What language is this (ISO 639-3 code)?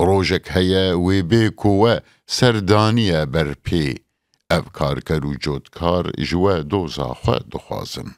kur